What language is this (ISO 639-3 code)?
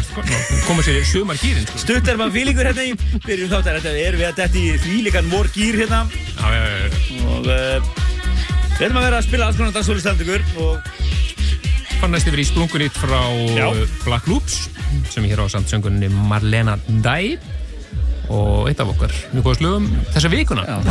isl